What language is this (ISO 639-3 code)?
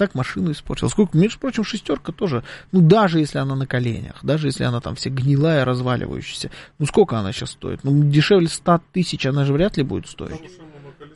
rus